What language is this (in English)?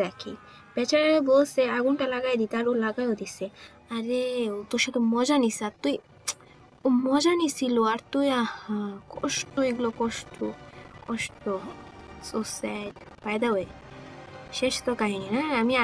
Bangla